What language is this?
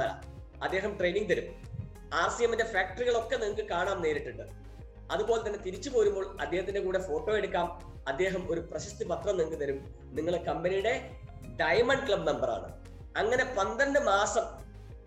Malayalam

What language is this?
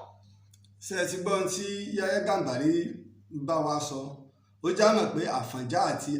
Yoruba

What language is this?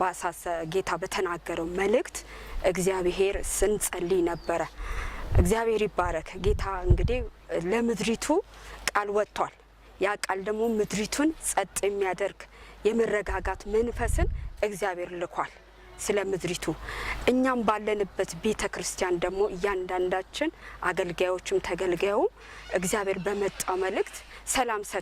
Amharic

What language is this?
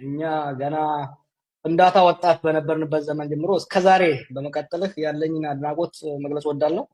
Amharic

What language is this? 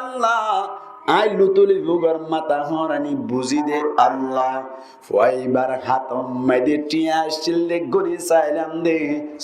Rohingya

